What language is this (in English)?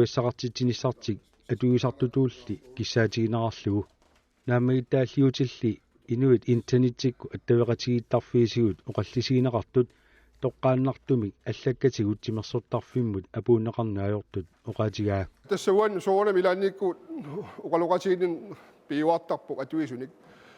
Kalaallisut